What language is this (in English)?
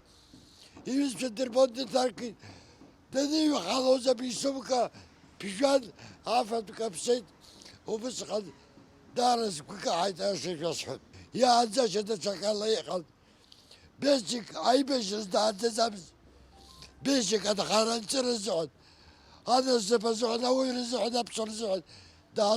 Abkhazian